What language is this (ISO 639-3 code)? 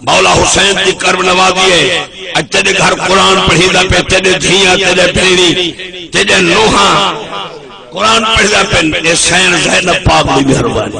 skr